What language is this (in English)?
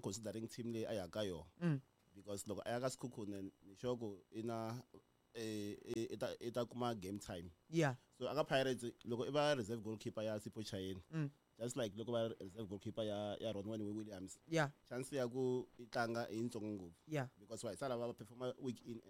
Tsonga